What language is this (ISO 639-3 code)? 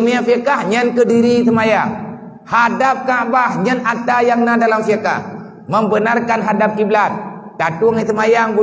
ace